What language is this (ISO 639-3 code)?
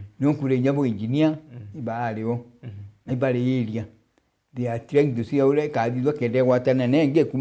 mer